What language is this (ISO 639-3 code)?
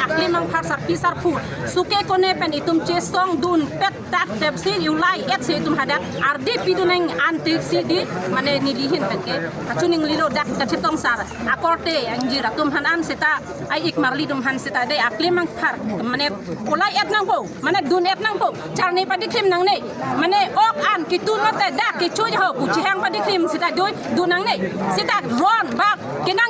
mjw